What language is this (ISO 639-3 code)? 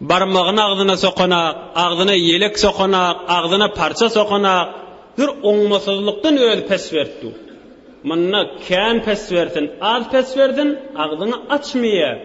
tuk